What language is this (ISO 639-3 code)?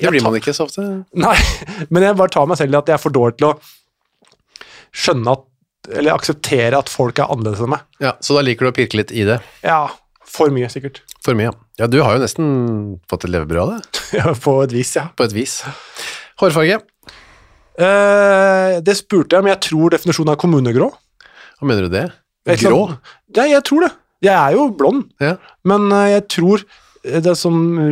nor